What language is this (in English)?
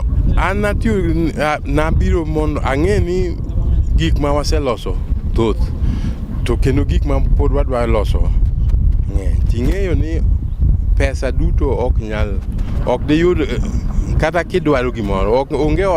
Luo (Kenya and Tanzania)